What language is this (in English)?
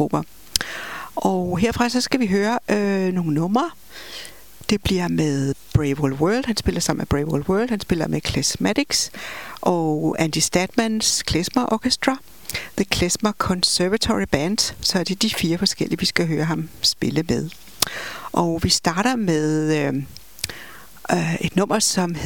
Danish